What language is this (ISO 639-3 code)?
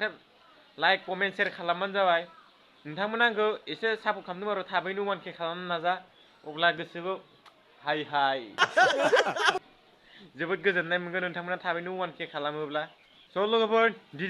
brx